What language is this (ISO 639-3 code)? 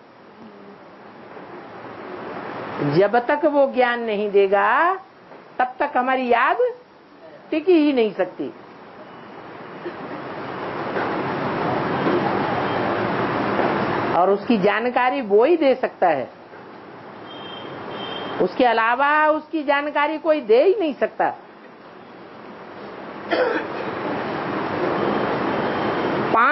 hin